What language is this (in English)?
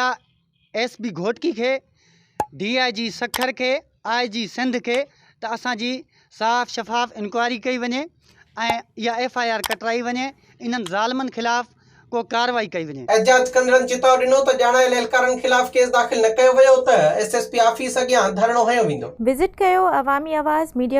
Sindhi